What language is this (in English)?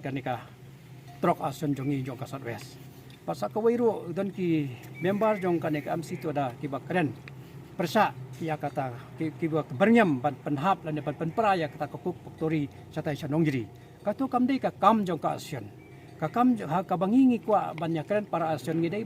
Khasi